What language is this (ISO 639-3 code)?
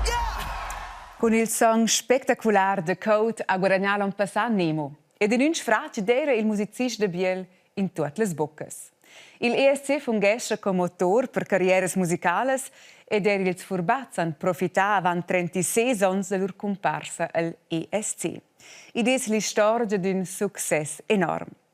roh